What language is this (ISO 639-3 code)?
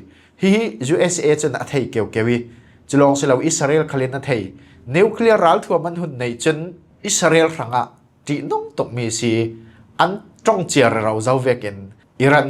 cfm